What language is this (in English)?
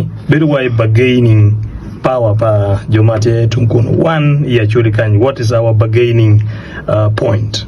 Acoli